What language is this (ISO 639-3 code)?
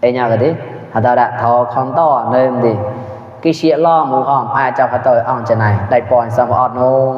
mnw